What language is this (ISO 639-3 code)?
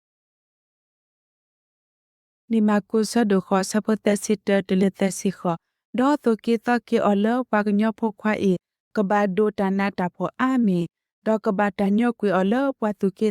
ksw